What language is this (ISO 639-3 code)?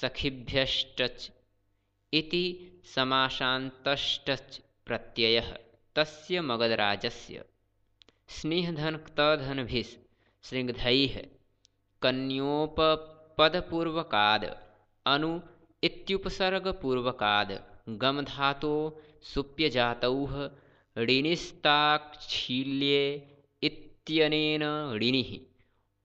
san